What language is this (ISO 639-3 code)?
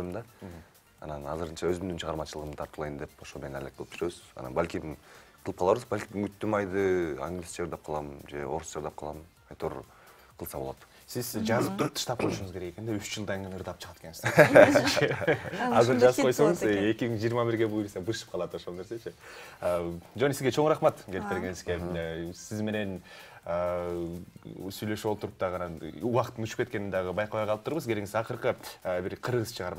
kir